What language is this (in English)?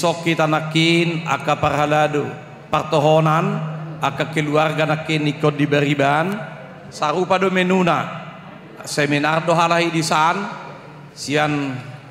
Batak Toba